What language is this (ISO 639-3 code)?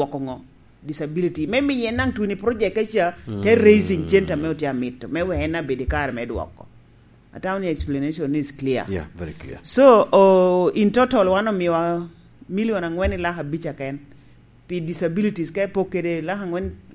laj